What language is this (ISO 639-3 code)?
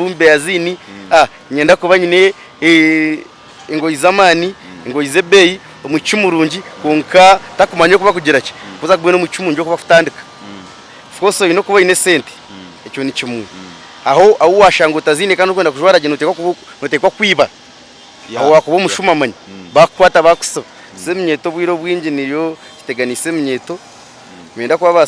nyn